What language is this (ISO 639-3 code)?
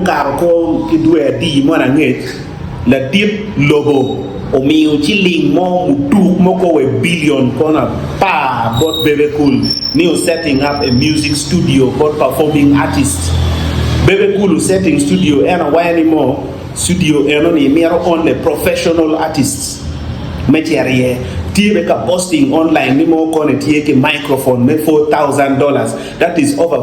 ach